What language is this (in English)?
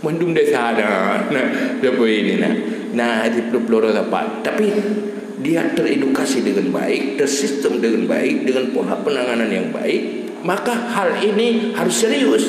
Achinese